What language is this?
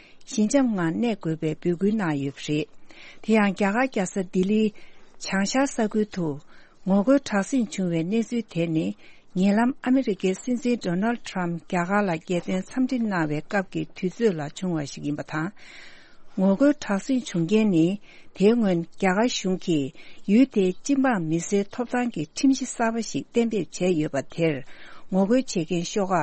Tibetan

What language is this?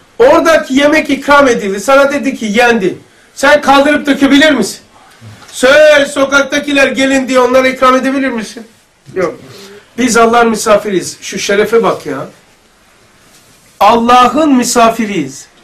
Turkish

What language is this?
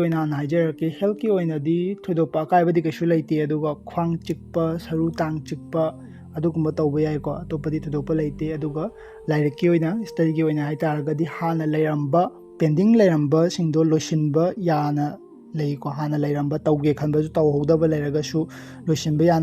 Manipuri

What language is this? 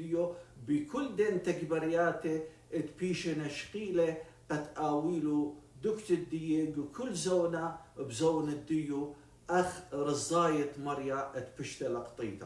Assyrian Neo-Aramaic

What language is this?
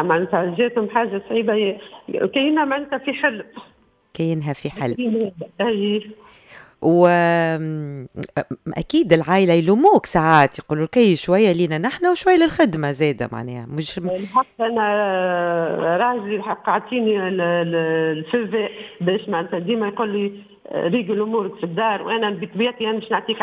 Tunisian Arabic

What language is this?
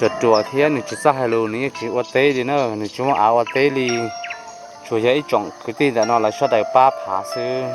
Hmong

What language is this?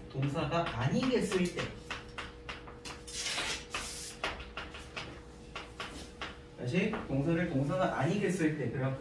Korean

